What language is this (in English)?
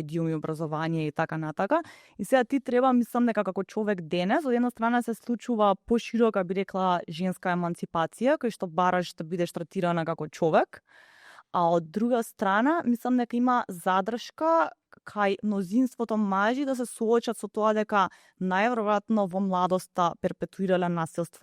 Macedonian